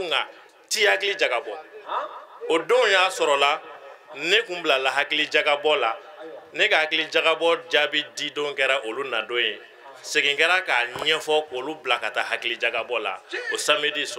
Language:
Bambara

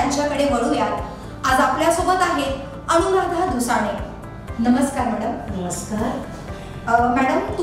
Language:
Marathi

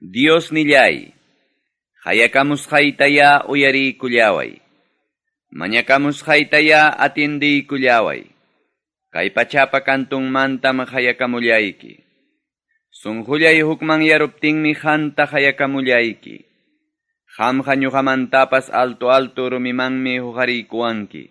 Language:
Ayacucho Quechua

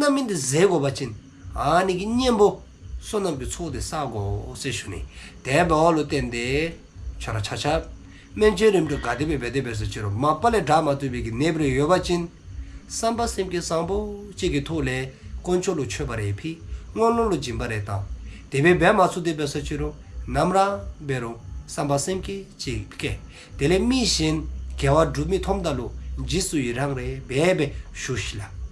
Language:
Dzongkha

